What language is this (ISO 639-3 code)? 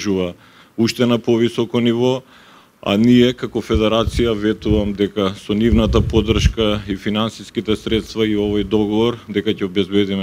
mkd